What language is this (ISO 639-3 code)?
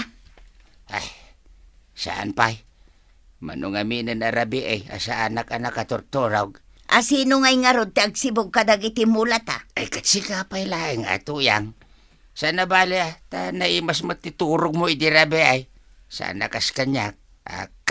ilo